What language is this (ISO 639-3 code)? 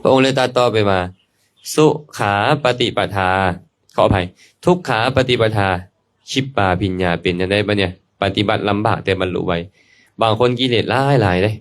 lao